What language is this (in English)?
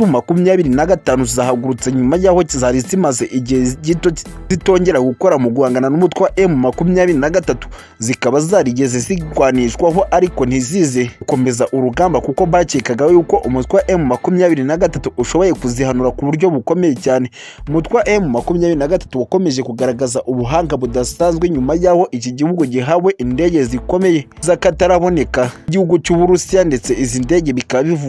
Kinyarwanda